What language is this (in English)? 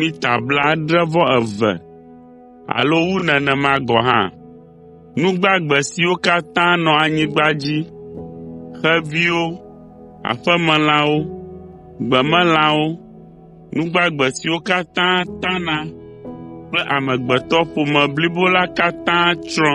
Ewe